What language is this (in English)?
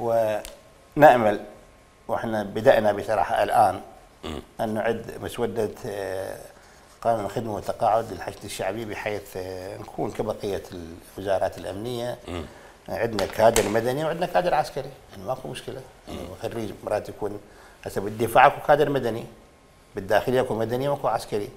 Mesopotamian Arabic